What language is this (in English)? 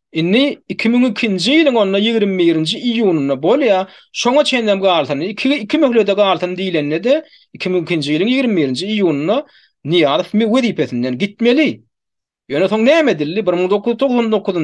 Turkmen